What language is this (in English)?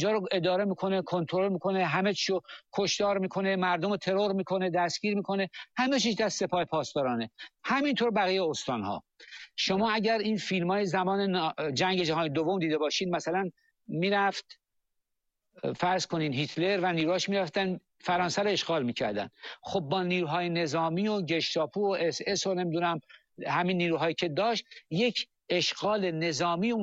Persian